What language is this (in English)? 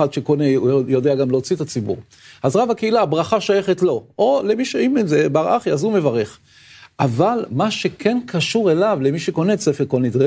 Hebrew